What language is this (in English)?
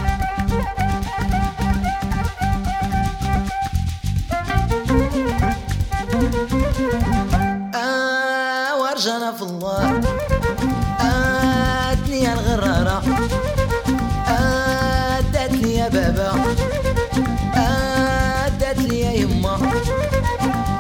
Portuguese